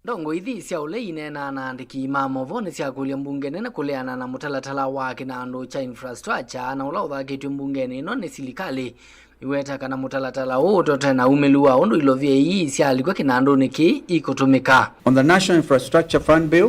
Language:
Kamba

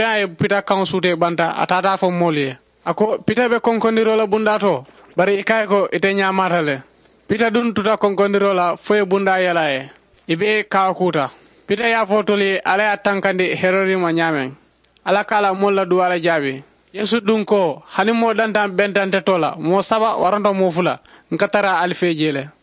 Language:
Mandingo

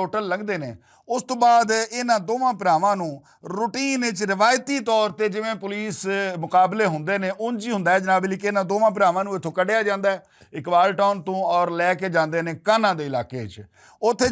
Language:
Western Panjabi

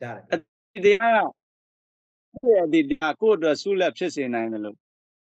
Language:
Burmese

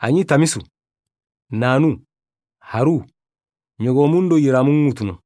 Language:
Soninke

